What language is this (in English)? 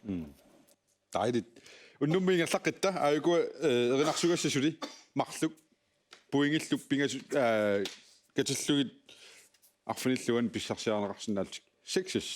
Kalaallisut